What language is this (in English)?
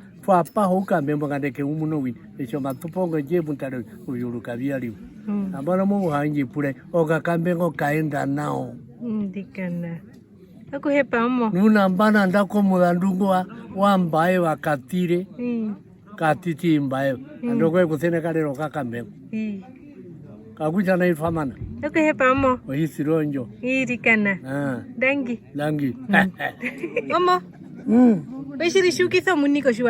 Herero